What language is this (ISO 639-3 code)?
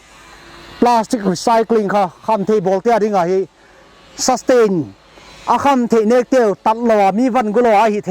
pck